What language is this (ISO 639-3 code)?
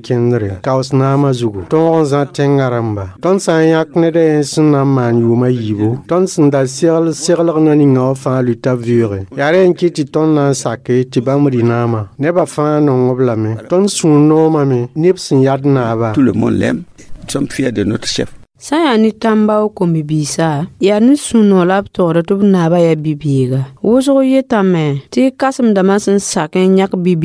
mos